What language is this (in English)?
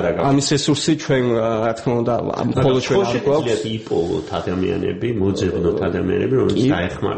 Georgian